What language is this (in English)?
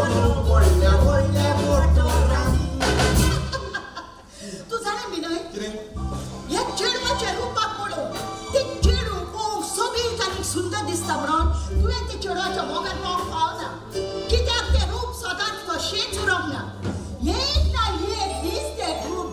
Konkani